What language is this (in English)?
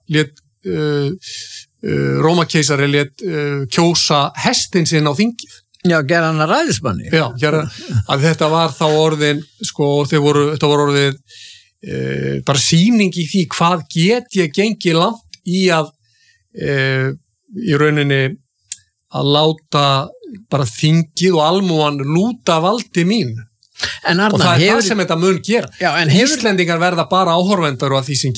Icelandic